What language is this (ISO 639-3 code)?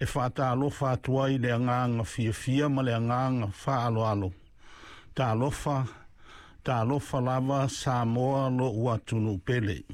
smo